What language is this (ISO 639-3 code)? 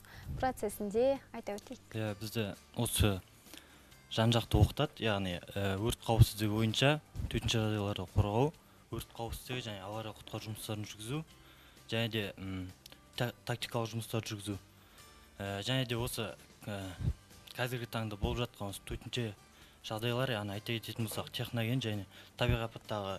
kaz